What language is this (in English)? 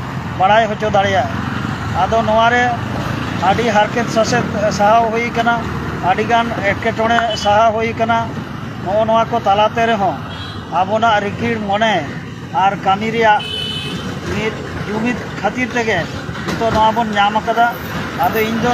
Santali